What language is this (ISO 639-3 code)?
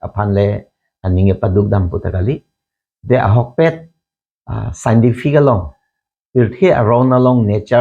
mjw